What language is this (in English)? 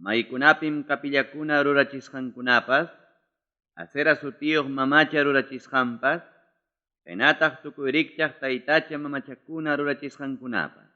Ayacucho Quechua